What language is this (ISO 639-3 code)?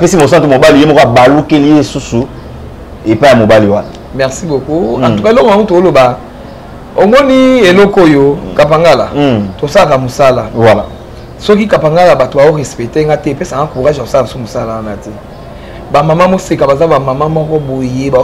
lin